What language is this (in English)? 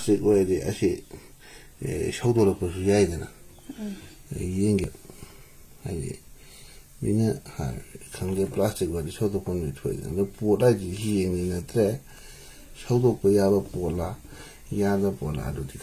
Manipuri